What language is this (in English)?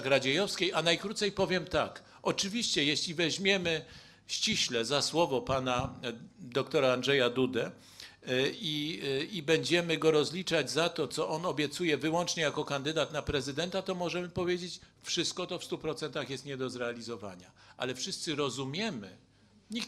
Polish